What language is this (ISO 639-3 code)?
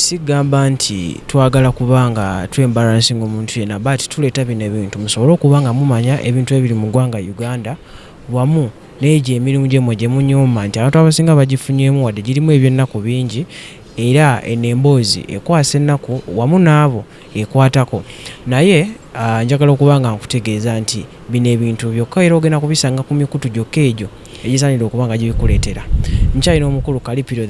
lug